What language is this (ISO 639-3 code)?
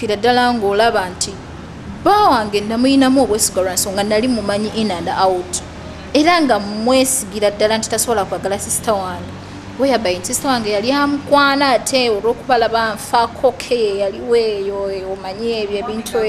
lug